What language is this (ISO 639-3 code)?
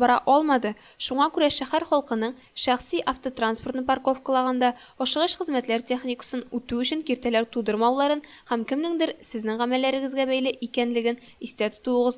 tat